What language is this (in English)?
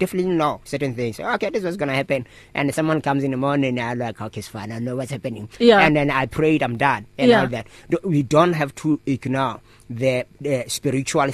English